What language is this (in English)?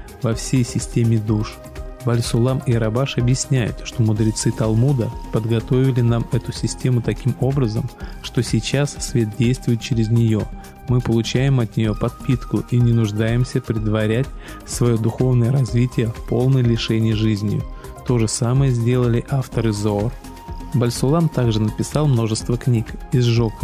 Russian